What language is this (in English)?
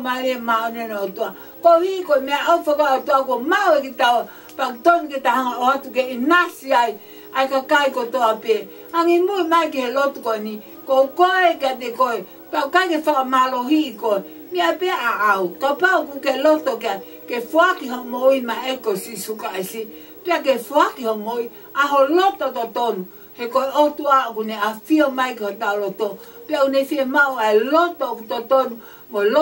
Tongan